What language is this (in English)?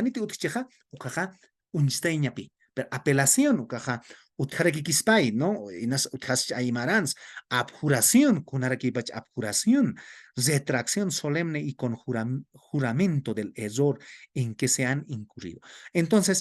Aymara